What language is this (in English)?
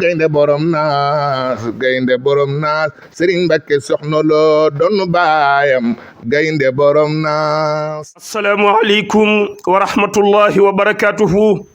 Wolof